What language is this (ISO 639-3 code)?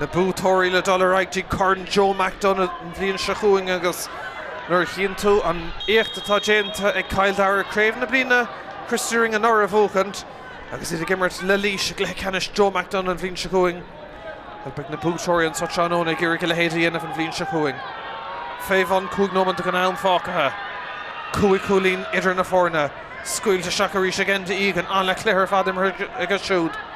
gle